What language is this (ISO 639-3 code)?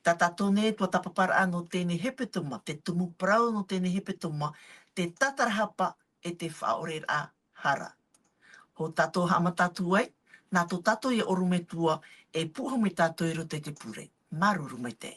tah